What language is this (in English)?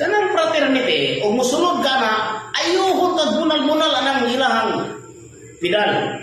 Cebuano